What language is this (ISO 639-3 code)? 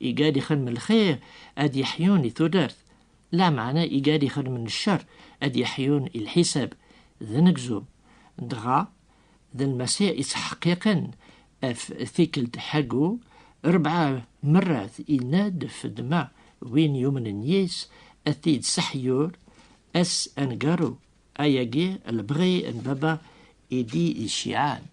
kab